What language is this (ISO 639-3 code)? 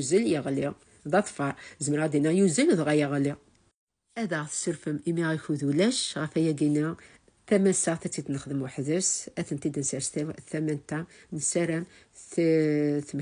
kab